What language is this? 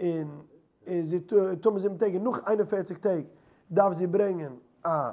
Yiddish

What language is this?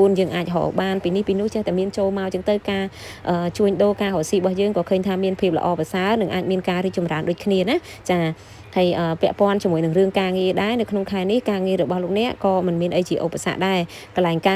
Khmer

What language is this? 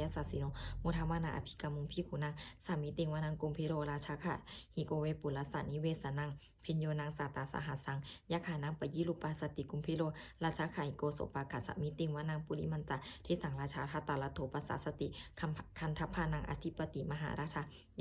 Pali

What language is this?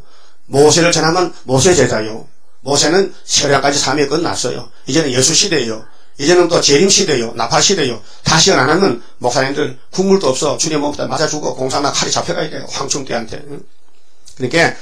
Korean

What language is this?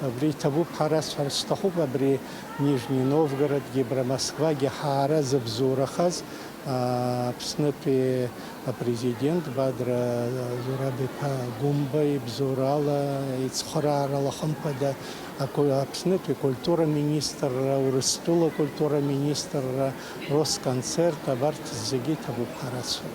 Abkhazian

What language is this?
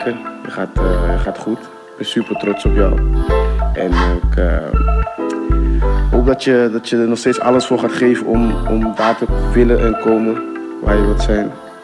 Dutch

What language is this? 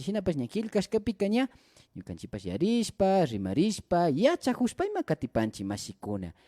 Imbabura Highland Quichua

